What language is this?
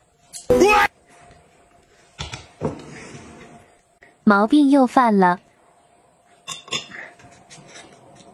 Chinese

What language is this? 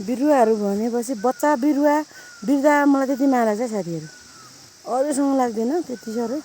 Nepali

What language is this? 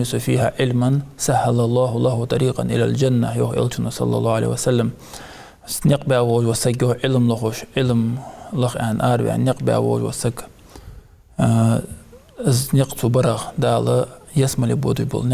Ingush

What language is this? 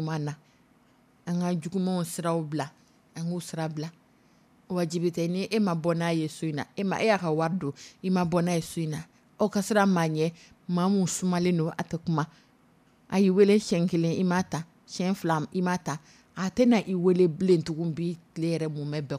Dyula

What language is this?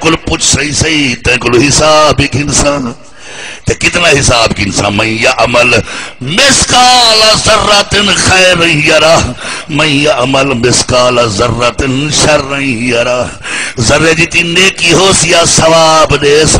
Saraiki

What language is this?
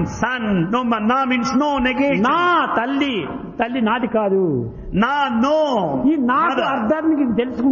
Telugu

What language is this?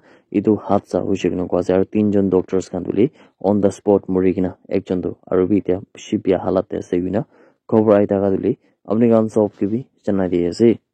Naga Pidgin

